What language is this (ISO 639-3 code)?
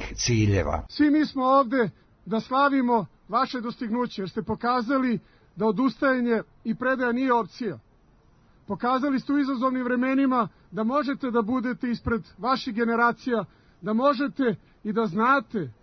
srp